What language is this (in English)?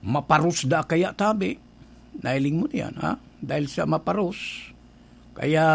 Bikol